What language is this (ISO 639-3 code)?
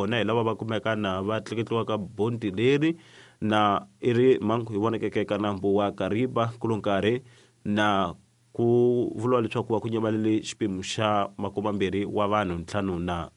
tso